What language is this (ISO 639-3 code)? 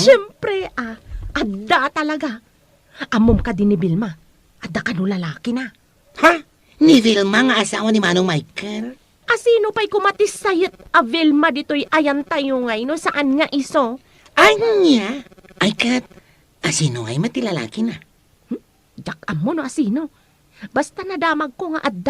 ilo